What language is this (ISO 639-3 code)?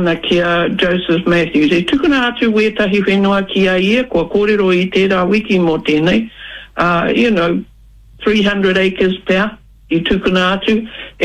mri